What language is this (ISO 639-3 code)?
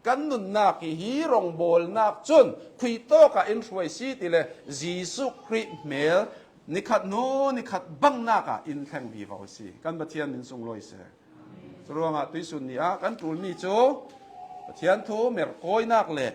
cnh